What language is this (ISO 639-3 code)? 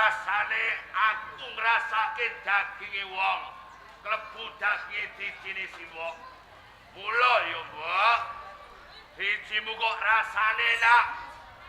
jav